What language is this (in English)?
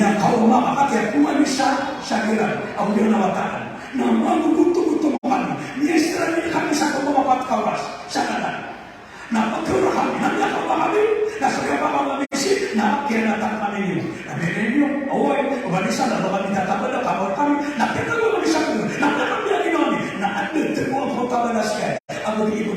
Maranao